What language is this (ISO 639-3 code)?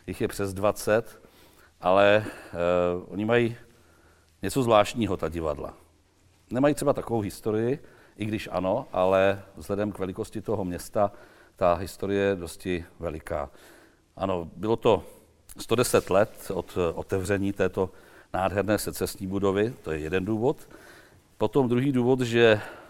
ces